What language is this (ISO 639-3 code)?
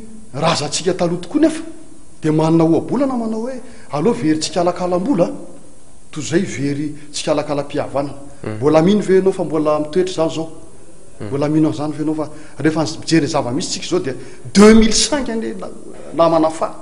mlg